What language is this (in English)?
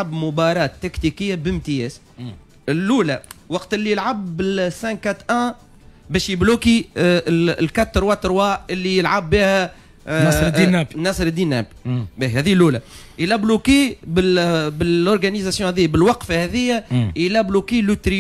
Tunisian Arabic